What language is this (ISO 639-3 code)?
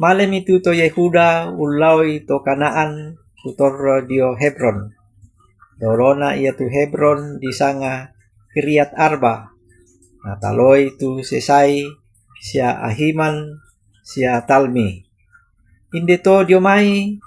sda